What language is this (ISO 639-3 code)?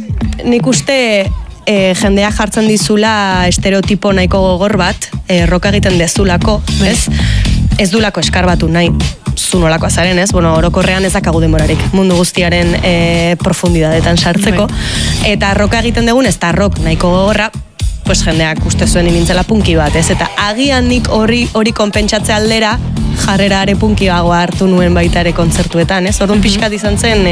eus